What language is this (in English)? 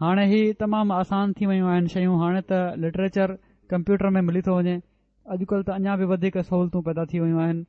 Sindhi